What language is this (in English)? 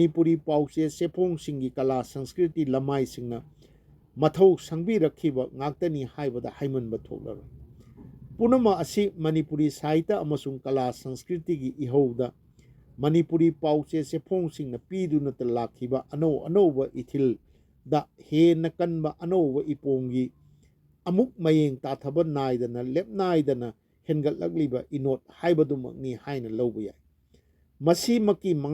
Manipuri